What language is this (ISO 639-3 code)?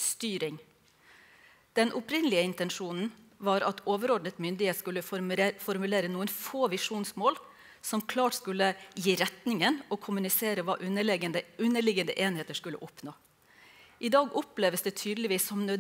nor